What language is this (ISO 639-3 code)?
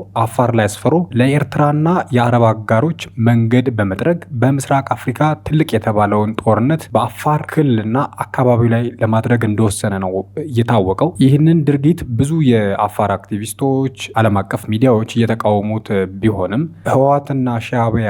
amh